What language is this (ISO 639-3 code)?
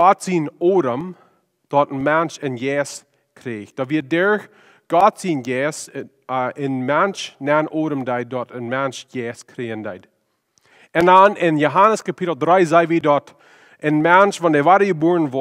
pdt